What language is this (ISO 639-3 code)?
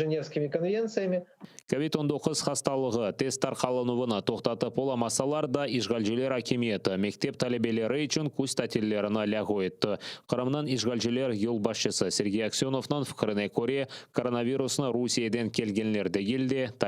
crh